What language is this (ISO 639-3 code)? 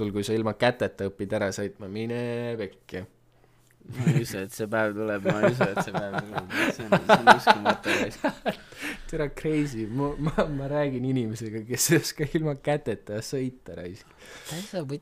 est